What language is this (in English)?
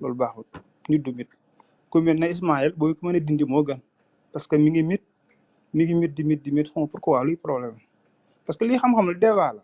Wolof